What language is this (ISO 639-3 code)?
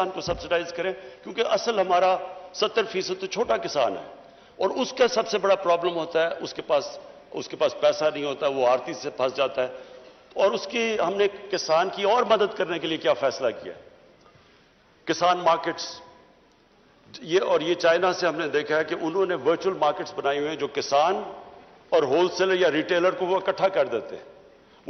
urd